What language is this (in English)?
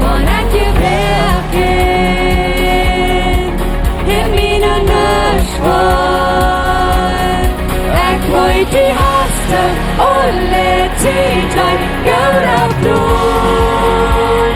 Plautdietsch